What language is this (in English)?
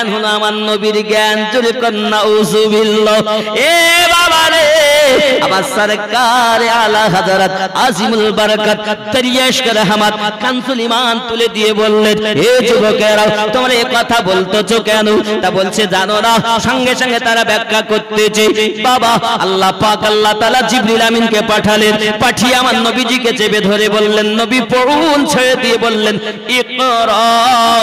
Bangla